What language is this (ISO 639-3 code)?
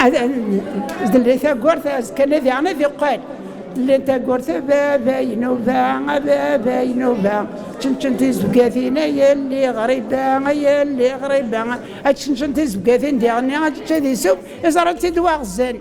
kab